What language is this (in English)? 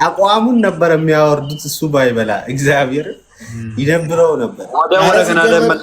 Amharic